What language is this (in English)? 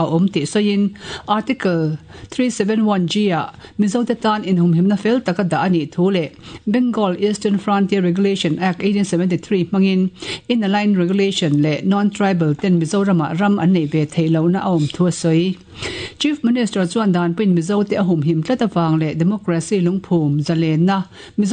Mizo